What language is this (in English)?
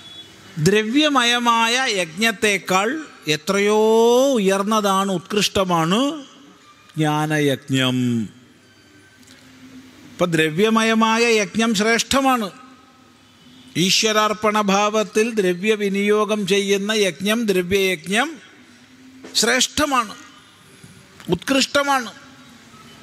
Malayalam